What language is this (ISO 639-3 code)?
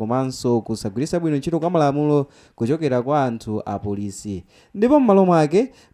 nya